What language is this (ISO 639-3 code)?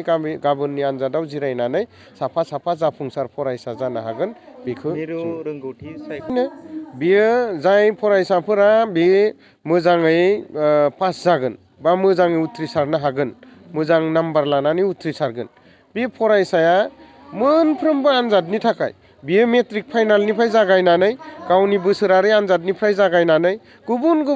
brx